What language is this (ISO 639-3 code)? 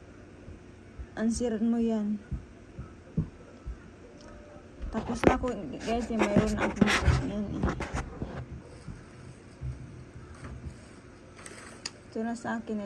fil